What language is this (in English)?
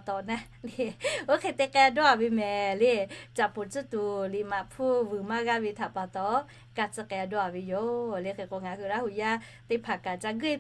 Lahu